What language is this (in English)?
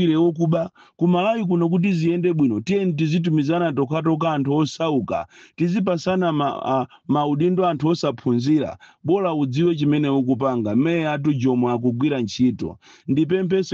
Nyanja